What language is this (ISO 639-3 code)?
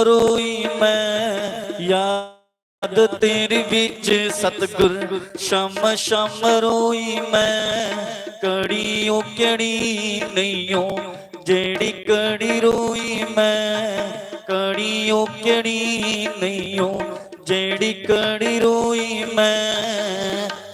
doi